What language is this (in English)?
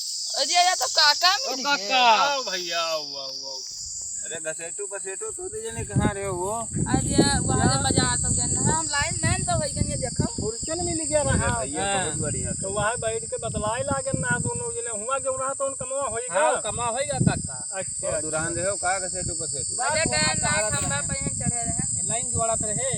Awadhi